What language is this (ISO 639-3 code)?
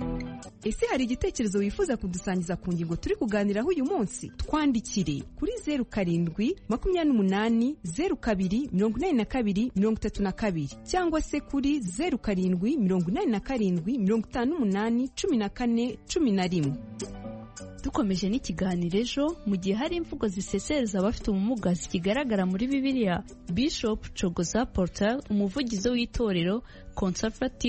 kin